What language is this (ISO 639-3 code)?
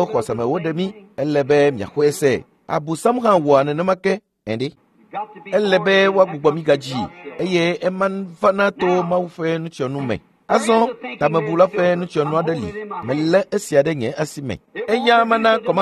ewe